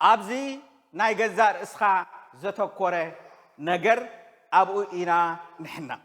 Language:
Tigrinya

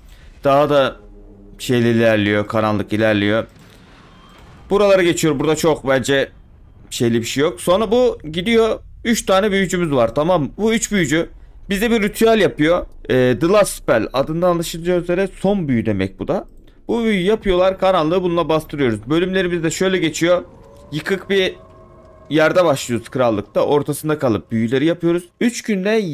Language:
Turkish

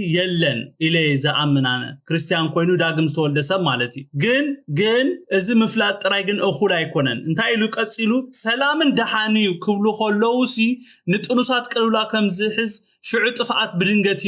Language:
Tigrinya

